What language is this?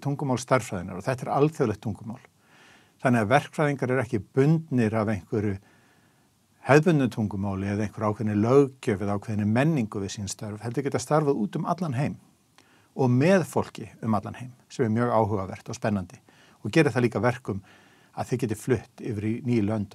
Icelandic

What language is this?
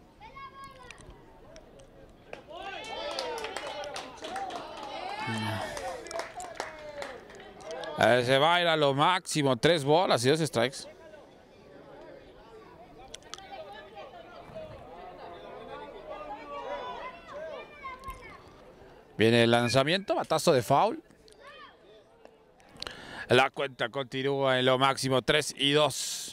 Spanish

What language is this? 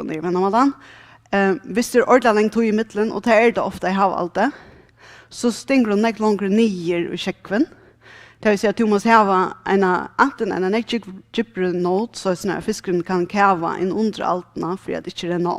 Faroese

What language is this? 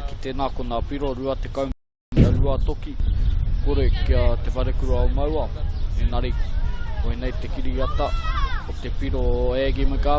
Māori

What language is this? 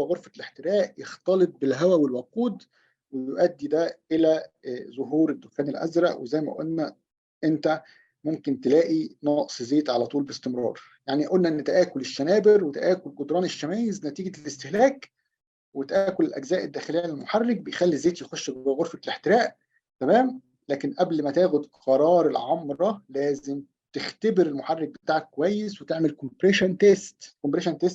Egyptian Arabic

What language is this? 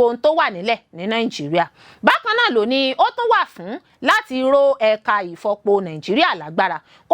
Yoruba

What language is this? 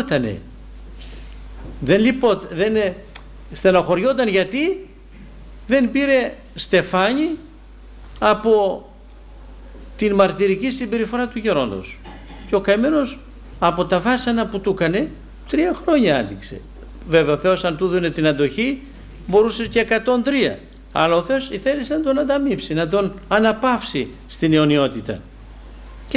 Greek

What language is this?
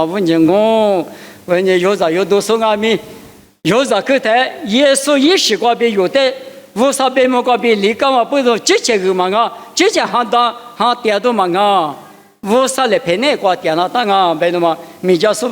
Lisu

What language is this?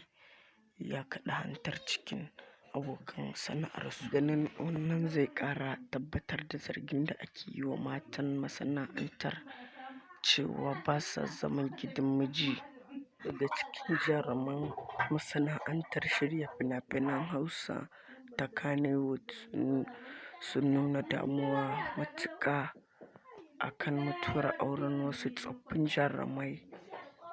Hausa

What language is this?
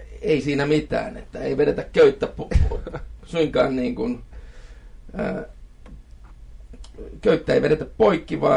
Finnish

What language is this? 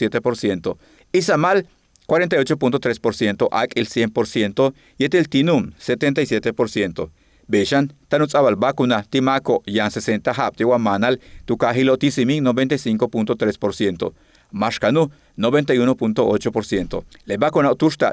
Yucateco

